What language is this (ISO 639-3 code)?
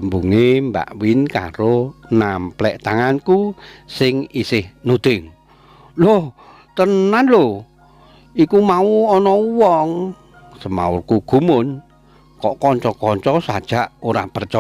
jav